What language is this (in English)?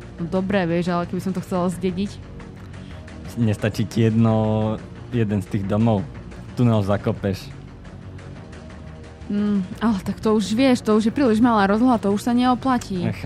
Slovak